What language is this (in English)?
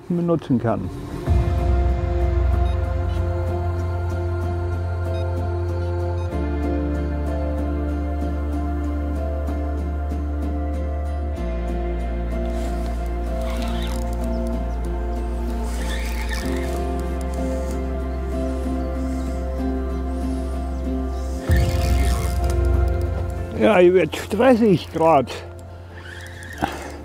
German